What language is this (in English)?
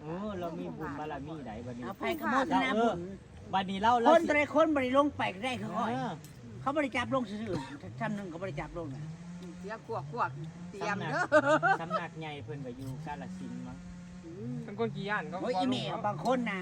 Northeastern Thai